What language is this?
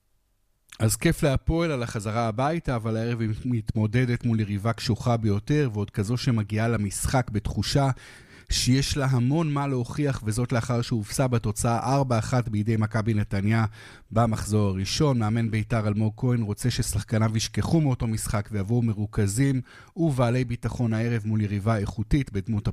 Hebrew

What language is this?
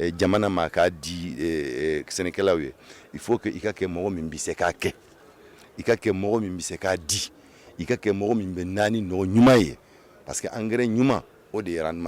Bambara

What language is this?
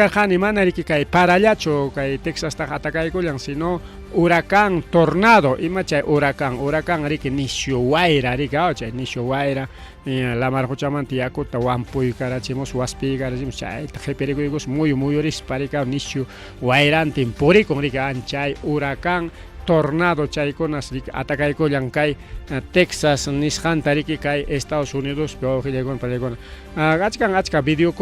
Ayacucho Quechua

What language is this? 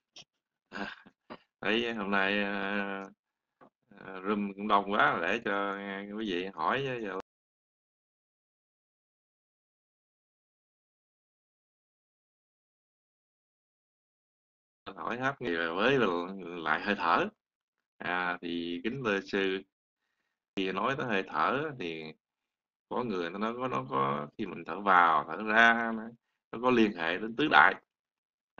Vietnamese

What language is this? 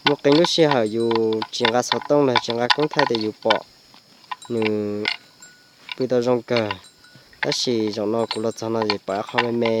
Hmong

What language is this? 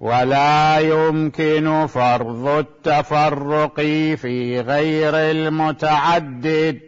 Mesopotamian Arabic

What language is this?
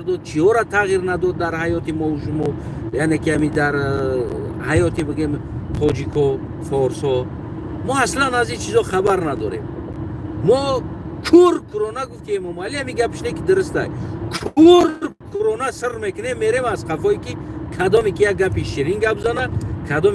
Tajik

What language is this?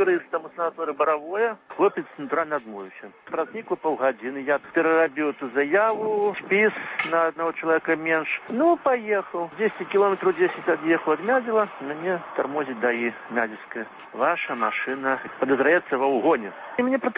Belarusian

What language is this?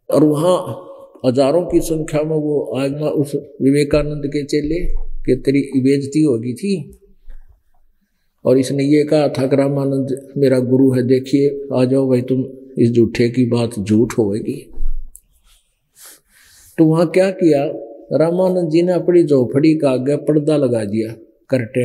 Hindi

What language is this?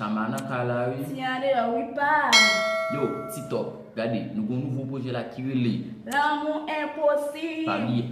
Haitian Creole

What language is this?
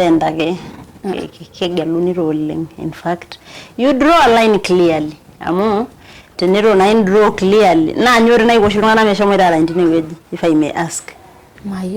Masai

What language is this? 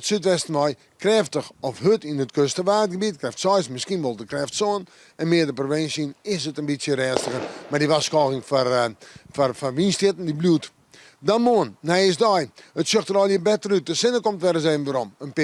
Western Frisian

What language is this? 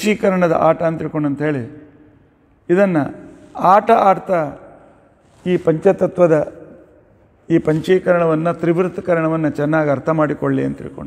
Kannada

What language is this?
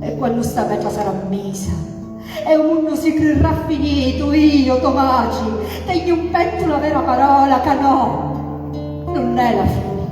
Sicilian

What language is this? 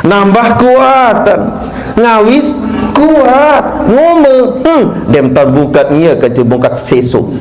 Sasak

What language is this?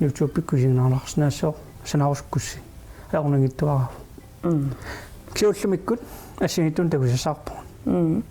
Kalaallisut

